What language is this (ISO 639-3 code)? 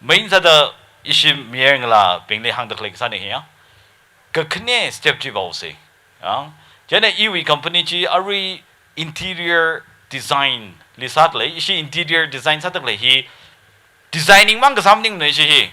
nmf